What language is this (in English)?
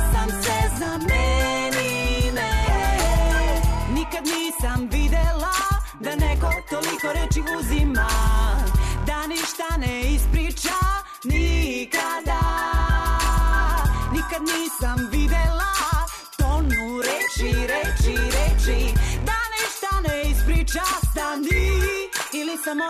Serbian